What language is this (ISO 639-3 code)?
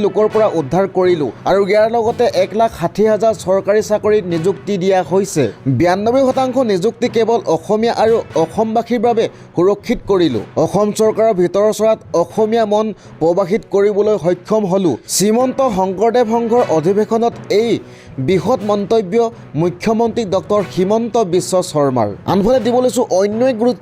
asm